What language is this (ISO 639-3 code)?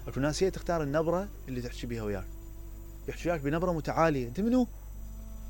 acm